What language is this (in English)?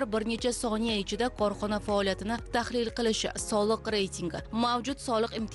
Uzbek